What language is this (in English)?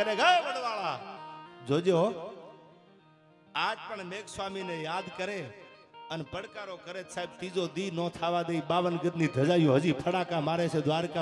Gujarati